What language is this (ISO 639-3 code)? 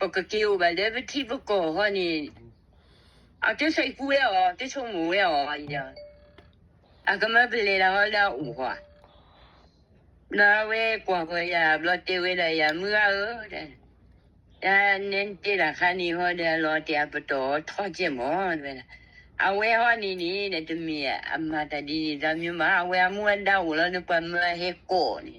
ksw